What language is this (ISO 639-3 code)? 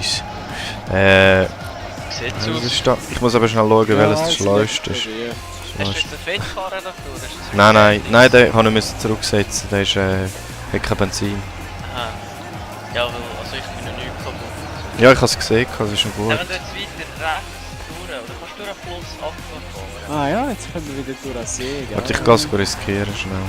gsw